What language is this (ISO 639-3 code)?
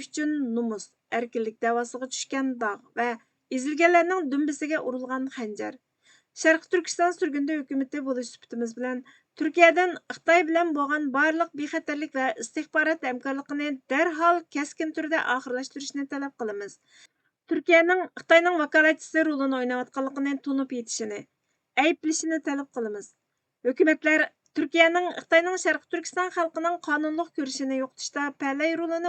uig